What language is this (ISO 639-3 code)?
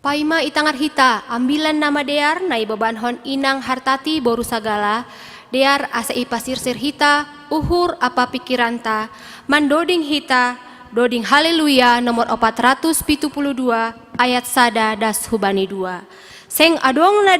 bts